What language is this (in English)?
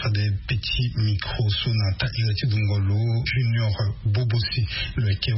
Sango